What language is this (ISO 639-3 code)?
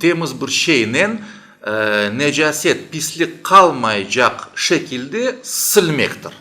crh